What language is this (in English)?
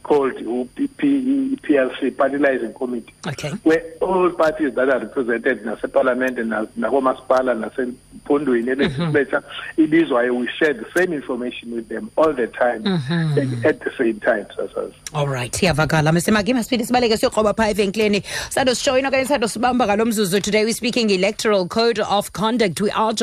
Xhosa